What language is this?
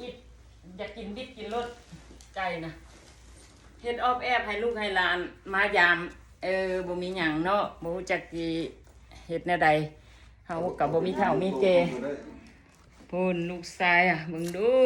Lao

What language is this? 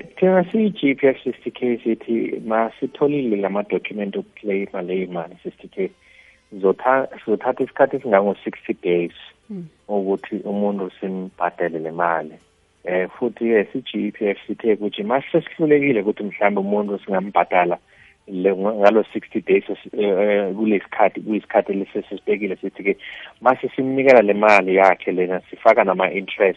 South Ndebele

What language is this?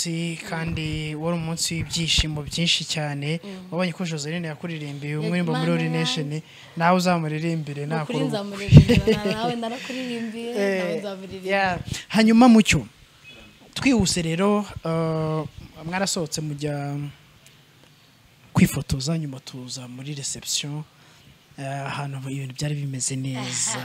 Kinyarwanda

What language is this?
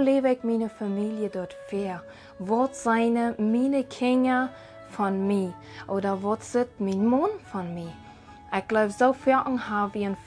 Plautdietsch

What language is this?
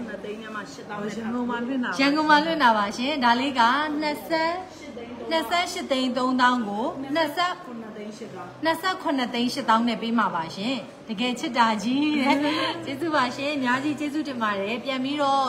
Burmese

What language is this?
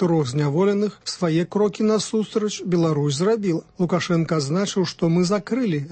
Belarusian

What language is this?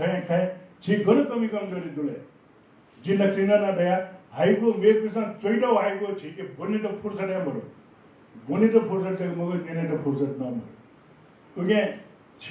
Newari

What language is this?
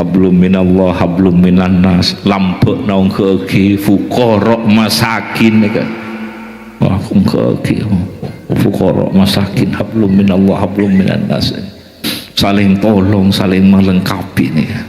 Madurese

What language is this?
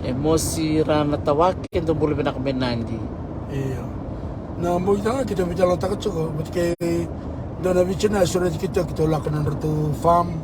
Fijian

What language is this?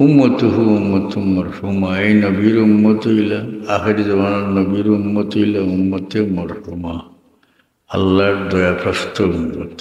Sylheti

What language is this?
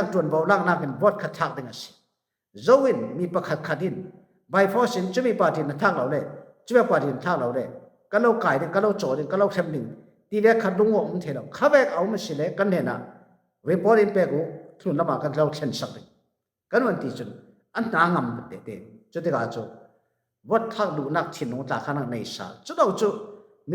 Falam Chin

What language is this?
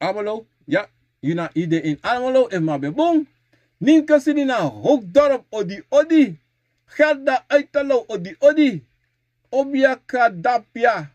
Sranan Tongo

